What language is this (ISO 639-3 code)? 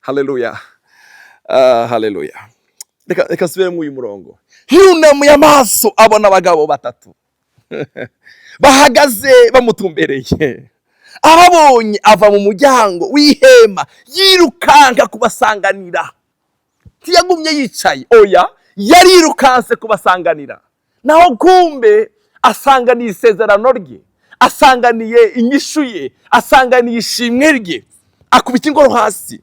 run